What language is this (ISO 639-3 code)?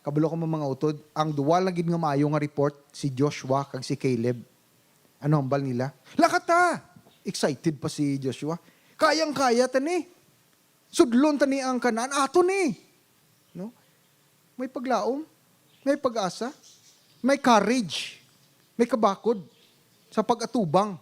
hil